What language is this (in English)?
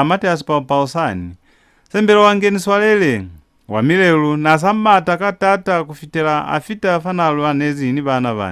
Lozi